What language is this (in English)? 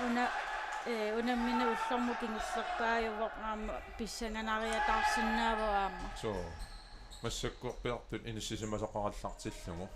Kalaallisut